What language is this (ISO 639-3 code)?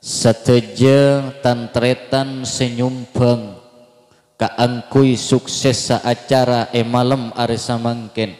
mad